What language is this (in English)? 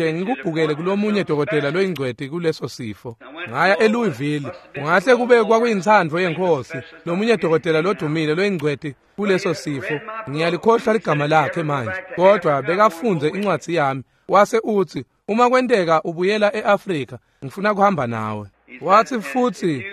Swati